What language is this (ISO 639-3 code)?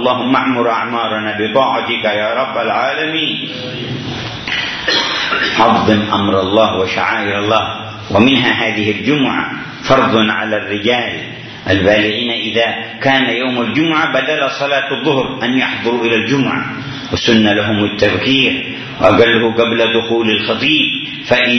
ara